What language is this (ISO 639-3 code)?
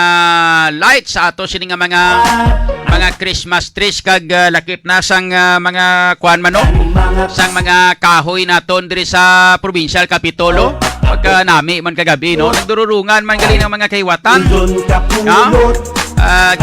hil